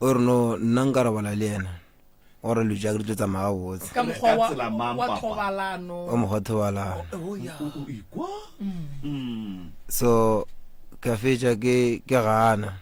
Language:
Northern Sotho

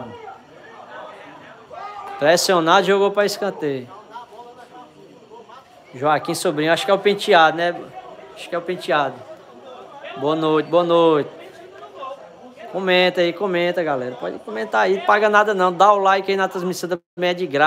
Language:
Portuguese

